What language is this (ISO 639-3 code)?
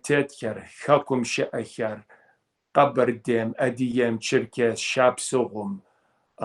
kbd